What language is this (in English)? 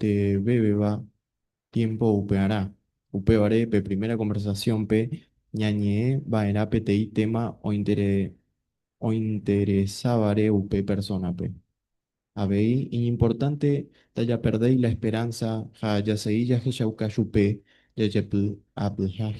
Guarani